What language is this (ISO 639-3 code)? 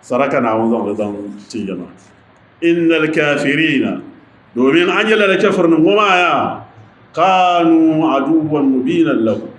dag